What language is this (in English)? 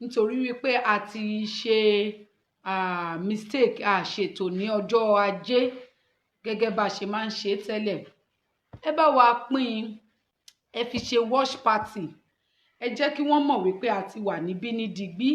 Yoruba